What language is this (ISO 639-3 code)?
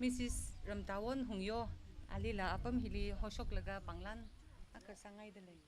nmf